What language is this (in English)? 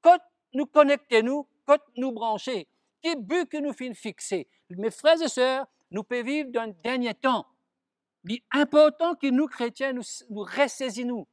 Morisyen